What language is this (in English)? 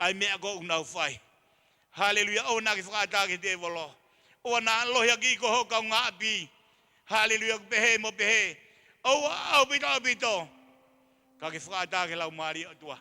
Tongan